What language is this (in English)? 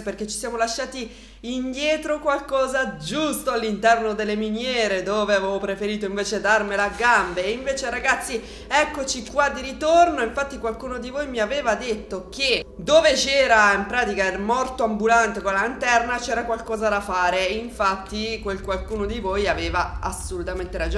Italian